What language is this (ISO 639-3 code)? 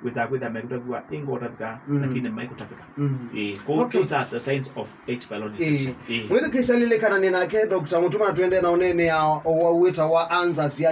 kam